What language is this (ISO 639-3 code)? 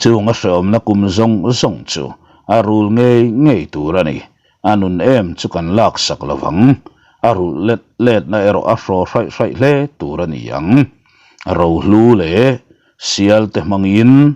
lus